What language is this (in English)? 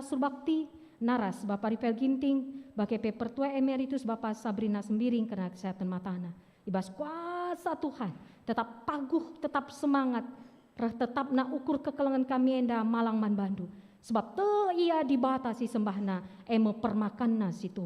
Batak Karo